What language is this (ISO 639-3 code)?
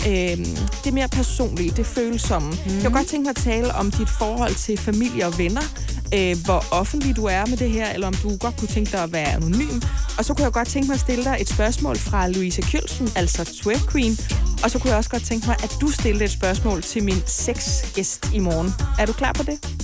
dan